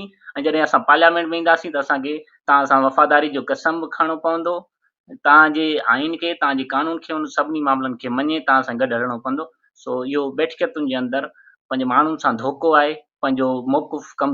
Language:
Sindhi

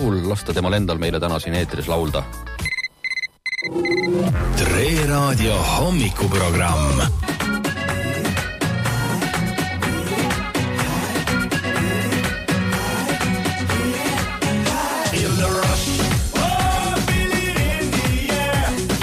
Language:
Estonian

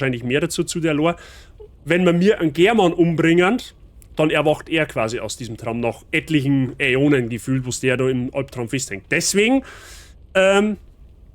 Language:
Bavarian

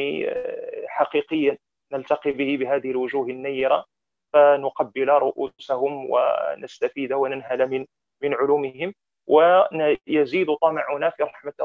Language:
Arabic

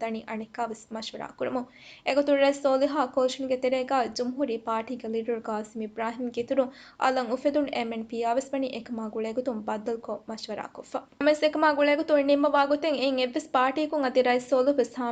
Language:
Divehi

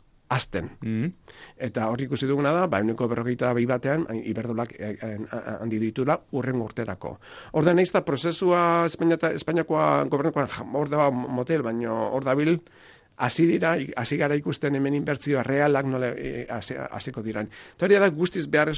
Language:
Basque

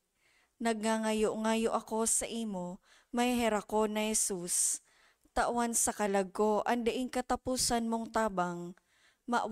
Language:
Bikol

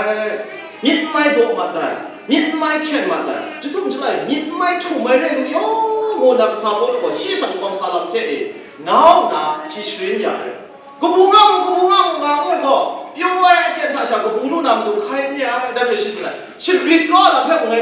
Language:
Kachin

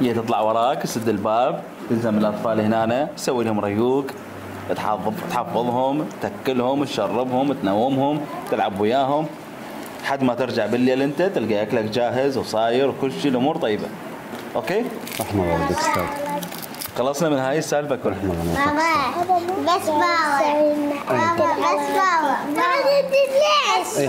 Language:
Mesopotamian Arabic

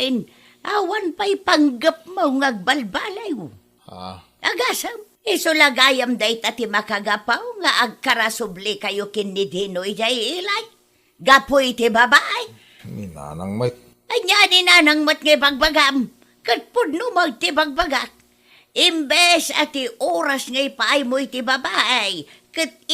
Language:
Iloko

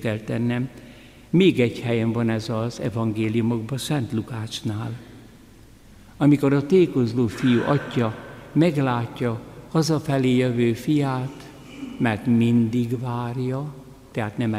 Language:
Hungarian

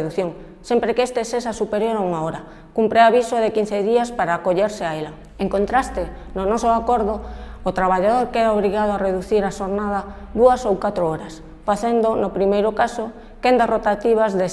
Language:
Galician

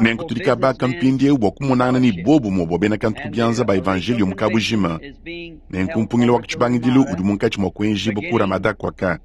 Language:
Luba-Lulua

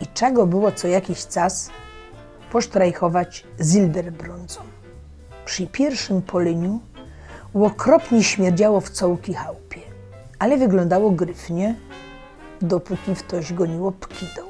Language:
Silesian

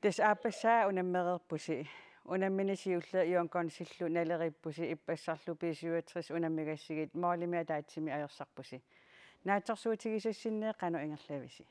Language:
Kalaallisut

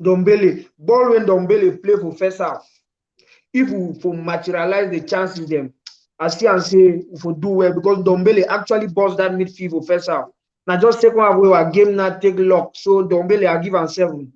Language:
Nigerian Pidgin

